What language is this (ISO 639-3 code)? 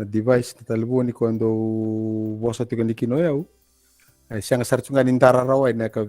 fij